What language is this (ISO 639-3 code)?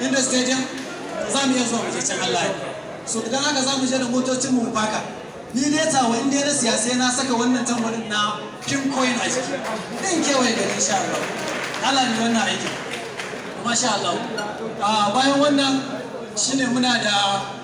hau